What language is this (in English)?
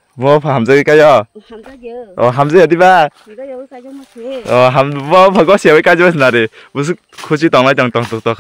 Kok Borok